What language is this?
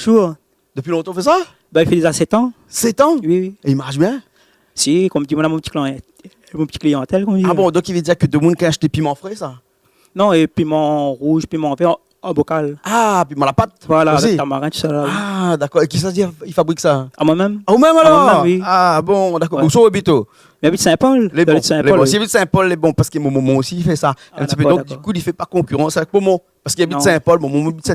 Réunion Creole French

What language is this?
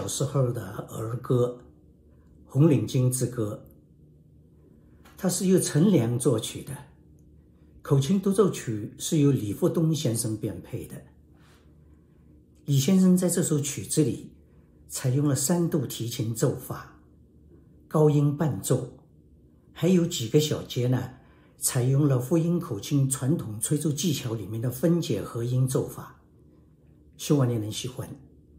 Chinese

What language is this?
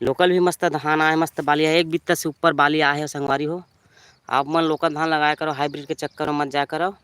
Chhattisgarhi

